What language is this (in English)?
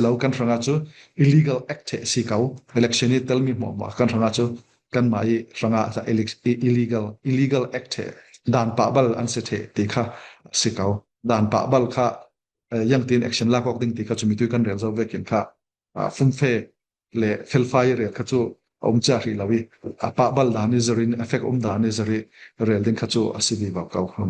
Falam Chin